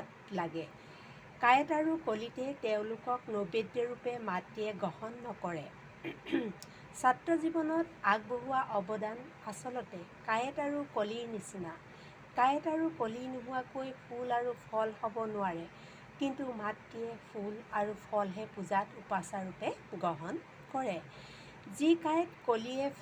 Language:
Assamese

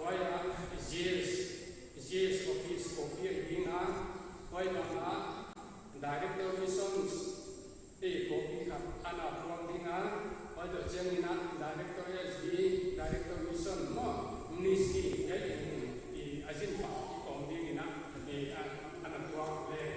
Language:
Paite Chin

